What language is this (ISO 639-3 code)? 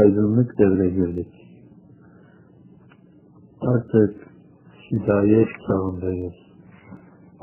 tur